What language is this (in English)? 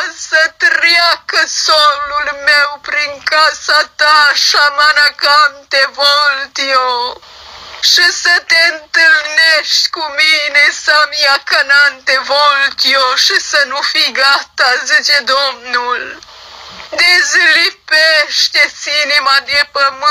Romanian